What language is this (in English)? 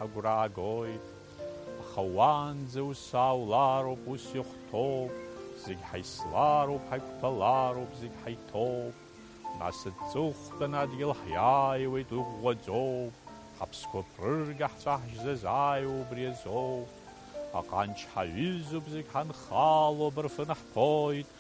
Abkhazian